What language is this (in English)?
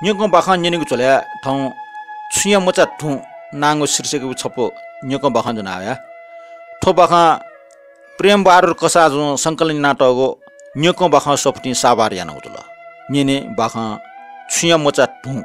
Newari